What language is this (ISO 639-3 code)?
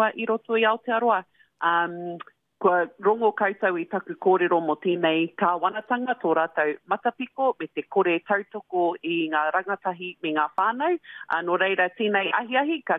mri